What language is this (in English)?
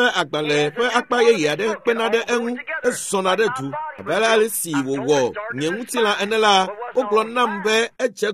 Ewe